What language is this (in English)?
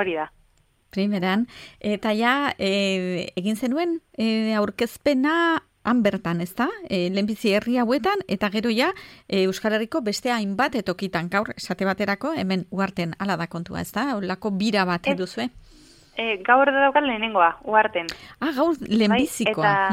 Basque